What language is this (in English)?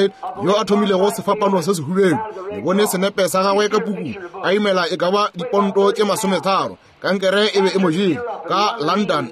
Northern Sotho